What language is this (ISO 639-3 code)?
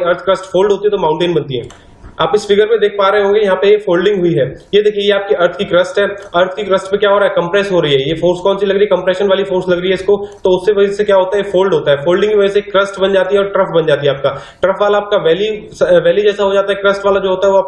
hin